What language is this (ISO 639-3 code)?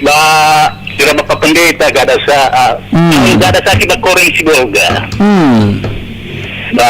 nia